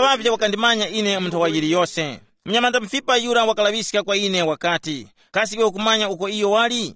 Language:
Tumbuka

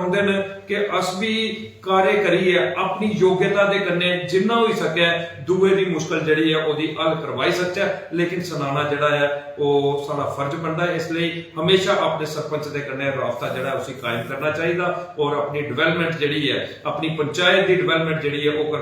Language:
Dogri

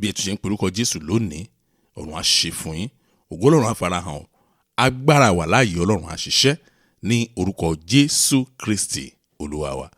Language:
Yoruba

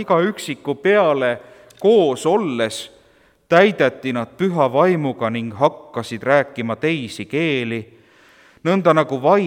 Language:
Estonian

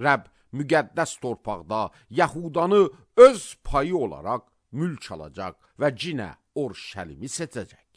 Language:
Azerbaijani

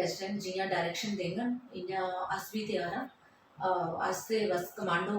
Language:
Dogri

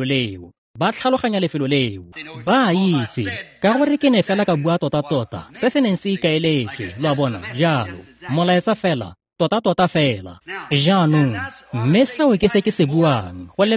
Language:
Tswana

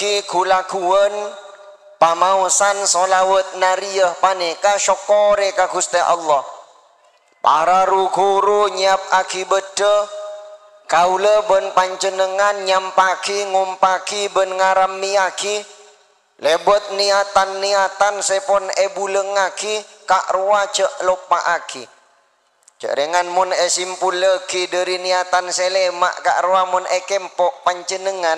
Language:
Madurese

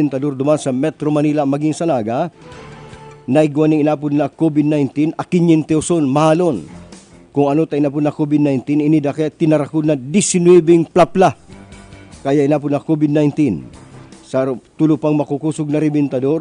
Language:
Bikol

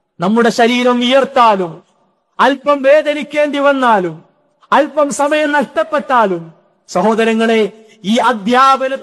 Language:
Malayalam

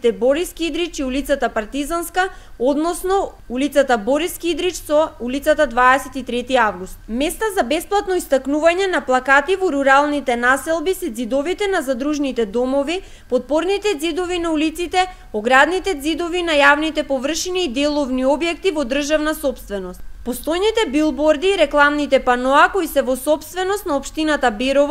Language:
Macedonian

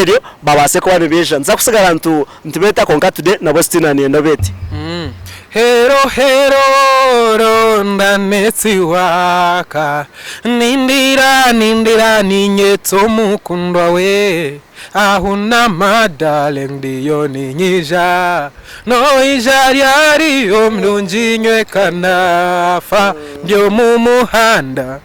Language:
Nyankole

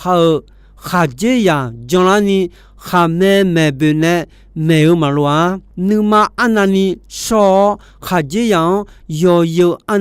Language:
Akha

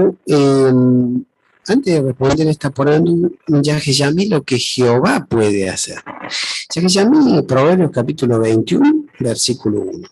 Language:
Guarani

